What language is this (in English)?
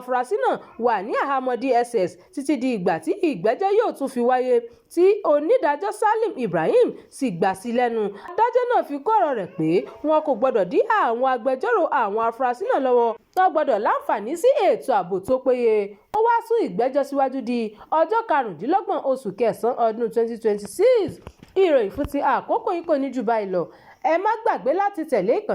Yoruba